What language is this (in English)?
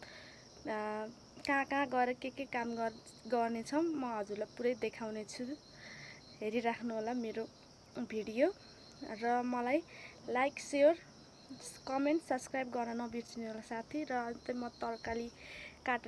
Nepali